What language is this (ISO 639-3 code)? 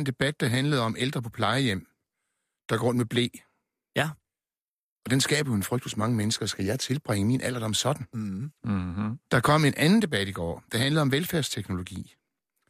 dan